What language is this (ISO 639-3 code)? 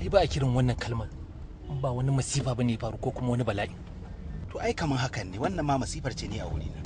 hau